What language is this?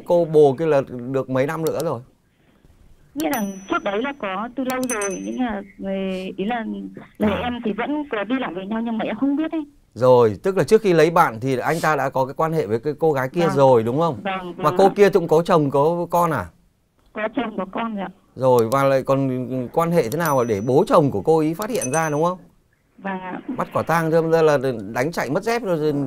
Vietnamese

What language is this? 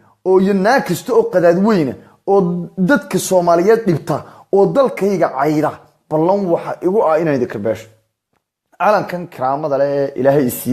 Somali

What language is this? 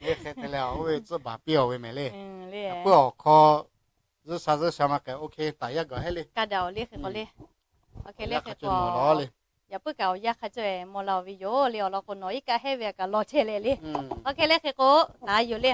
Lahu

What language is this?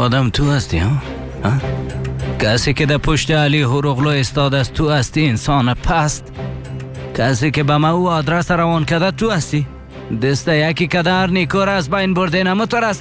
Persian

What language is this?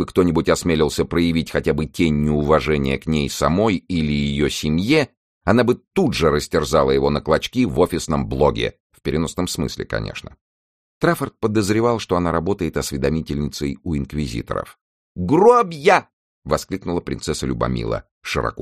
Russian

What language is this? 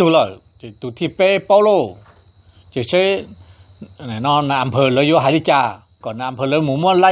Hmong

